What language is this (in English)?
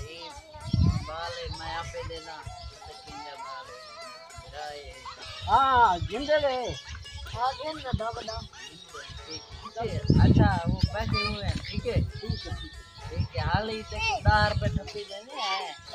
Saraiki